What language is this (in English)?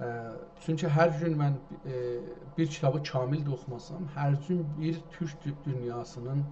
South Azerbaijani